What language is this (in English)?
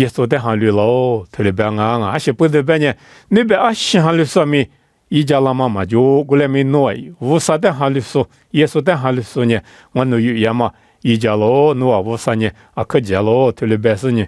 Lisu